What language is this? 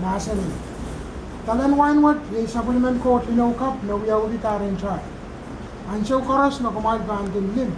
Pohnpeian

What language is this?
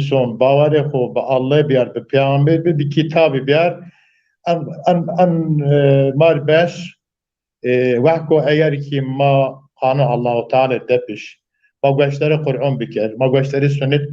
Zaza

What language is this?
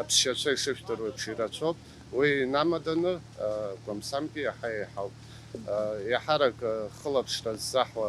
Abkhazian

